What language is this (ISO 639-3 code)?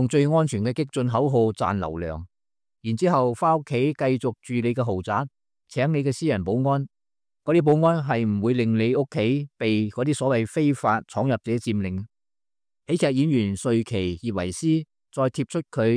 yue